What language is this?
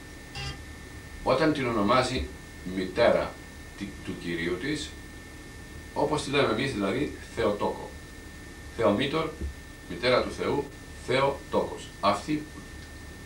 Greek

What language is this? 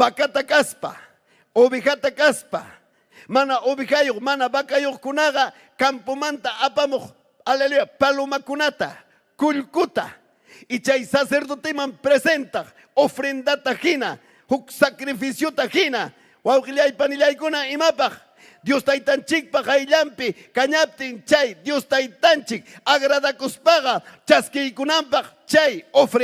Ayacucho Quechua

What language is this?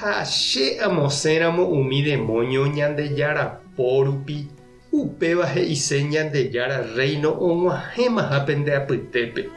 Guarani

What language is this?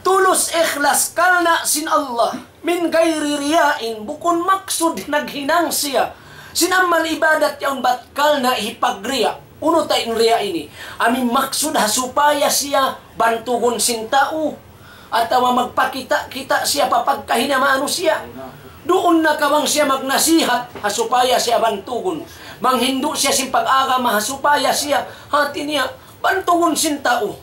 Tausug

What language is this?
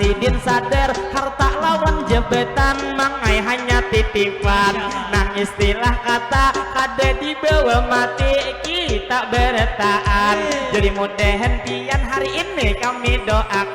Banjar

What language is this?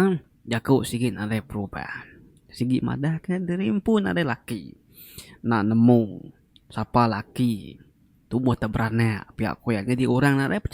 Iban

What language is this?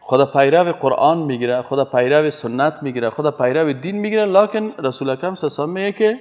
Persian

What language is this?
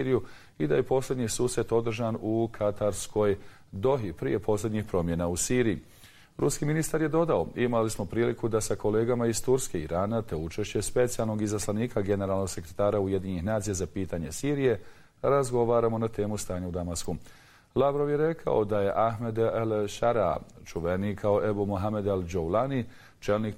Bosnian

